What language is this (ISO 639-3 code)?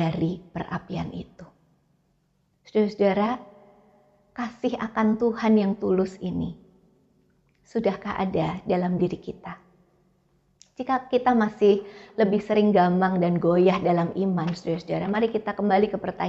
ind